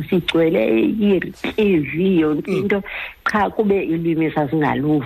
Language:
Xhosa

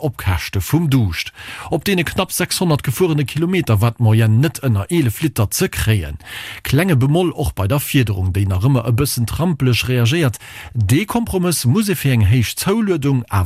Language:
Luxembourgish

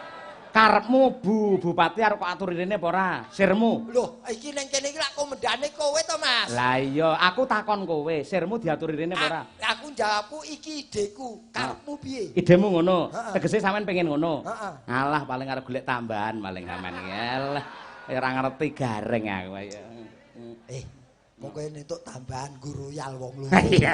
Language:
Javanese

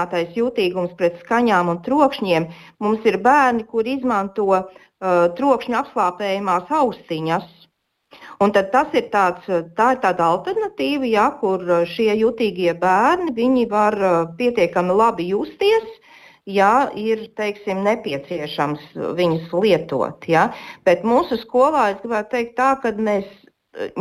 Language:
Latvian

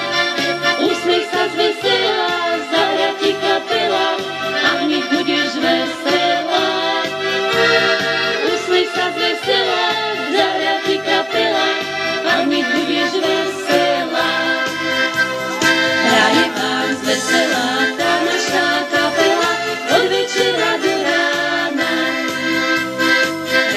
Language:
Slovak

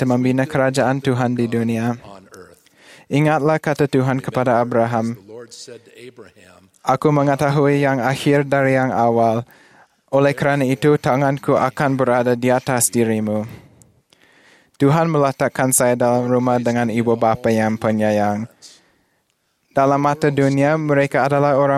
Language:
Malay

